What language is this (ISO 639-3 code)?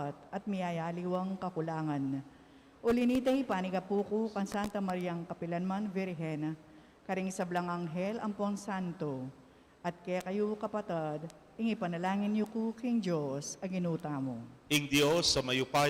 pam